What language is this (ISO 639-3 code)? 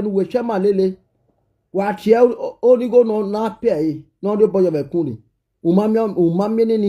pcm